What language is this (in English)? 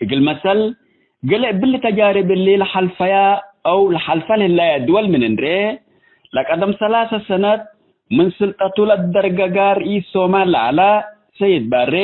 Tigre